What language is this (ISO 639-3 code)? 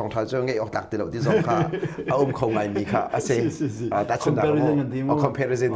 cnh